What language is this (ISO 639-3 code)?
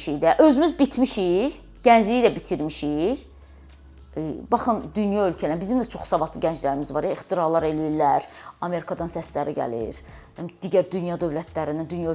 aze